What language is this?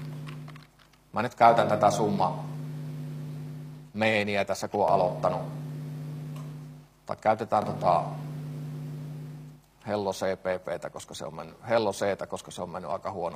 Finnish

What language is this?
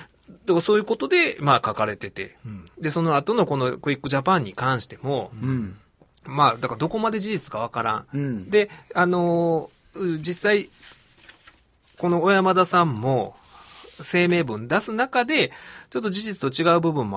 Japanese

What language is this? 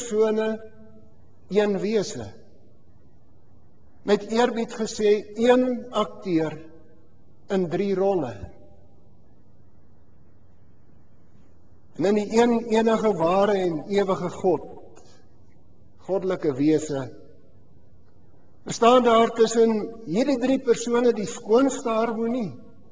Afrikaans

